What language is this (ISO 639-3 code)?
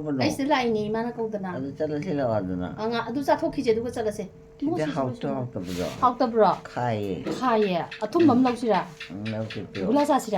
mni